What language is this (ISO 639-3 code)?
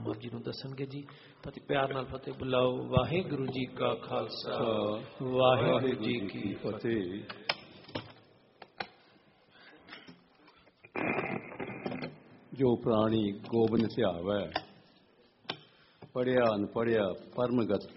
pan